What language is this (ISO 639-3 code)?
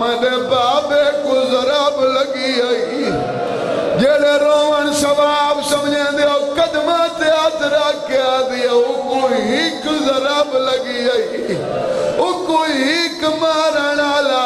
skr